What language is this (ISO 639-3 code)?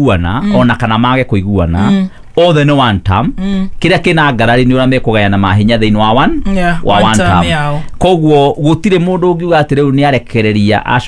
kik